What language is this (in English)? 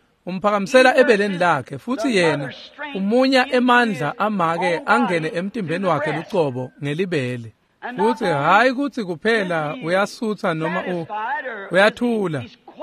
Swati